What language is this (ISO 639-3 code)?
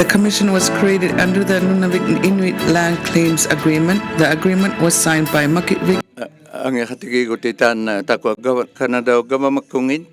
iku